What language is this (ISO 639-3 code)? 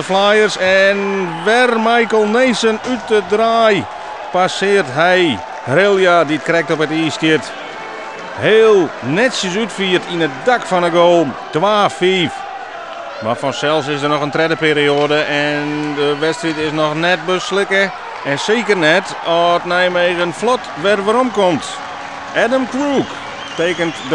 fry